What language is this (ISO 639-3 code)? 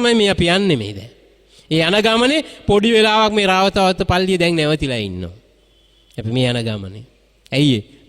sin